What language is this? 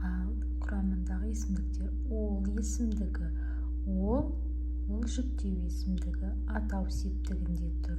Kazakh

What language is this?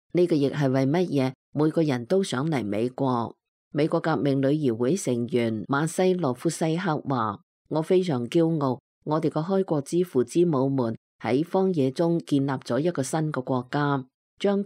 Cantonese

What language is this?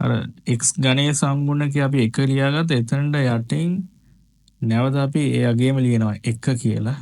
Sinhala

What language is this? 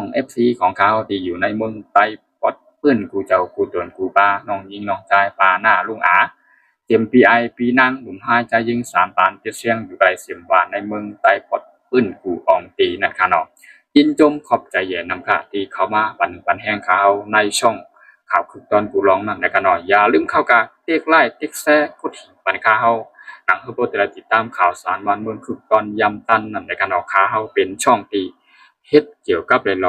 Shan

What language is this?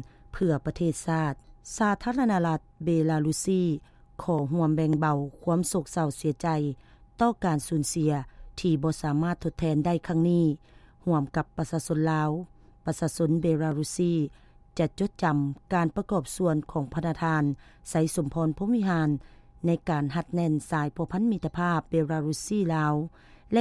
Lao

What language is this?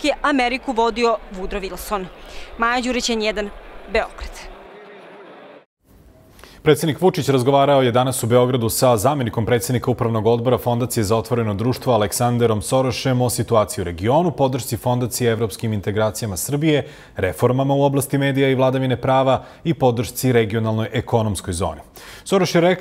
Serbian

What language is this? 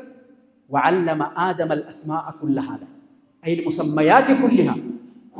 Amharic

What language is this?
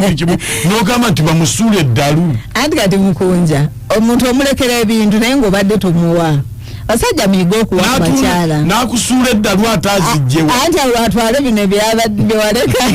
Ganda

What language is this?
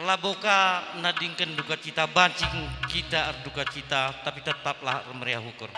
Batak Karo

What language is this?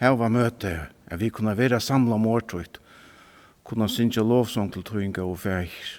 Faroese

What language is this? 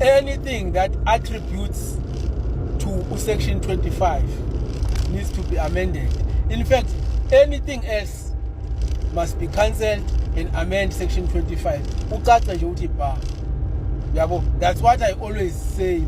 Zulu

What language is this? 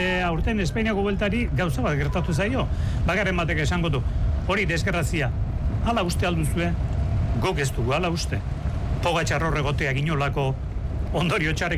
Basque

